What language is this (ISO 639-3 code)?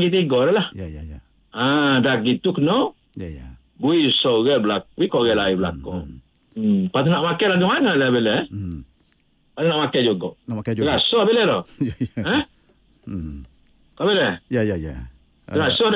msa